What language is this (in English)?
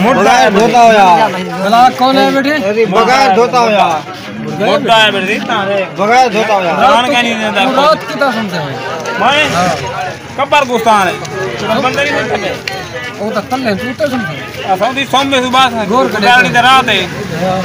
Saraiki